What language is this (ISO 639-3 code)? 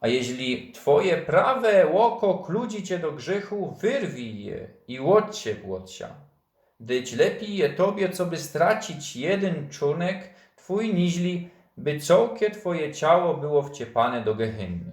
szl